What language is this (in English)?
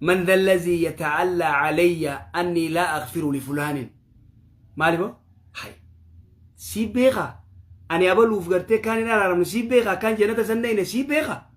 Oromo